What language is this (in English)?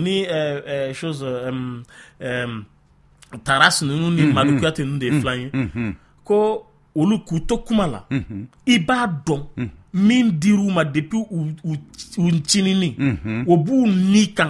Bambara